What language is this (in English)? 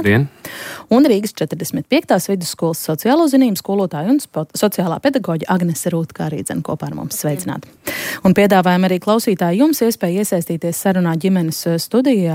Latvian